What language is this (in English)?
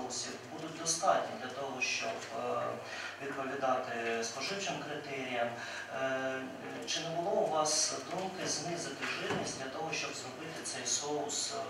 Ukrainian